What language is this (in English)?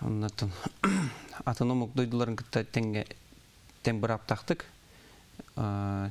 Yakut